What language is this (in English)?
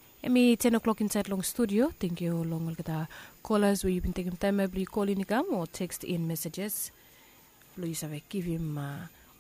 Bislama